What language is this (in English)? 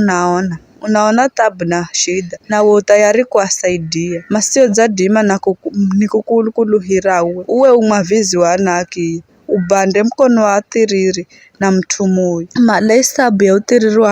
Giryama